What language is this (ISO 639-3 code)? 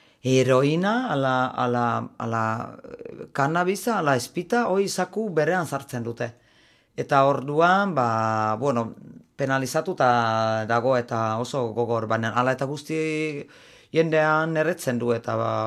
eus